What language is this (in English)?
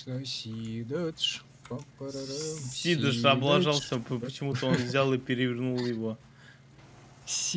Russian